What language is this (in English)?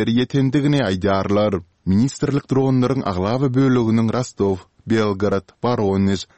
Turkmen